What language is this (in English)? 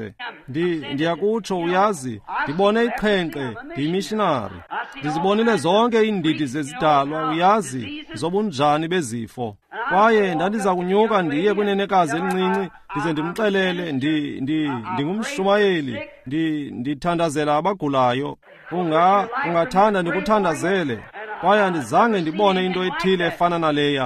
Xhosa